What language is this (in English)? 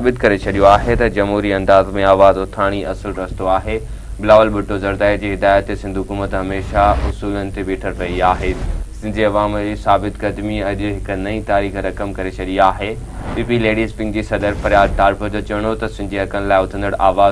Sindhi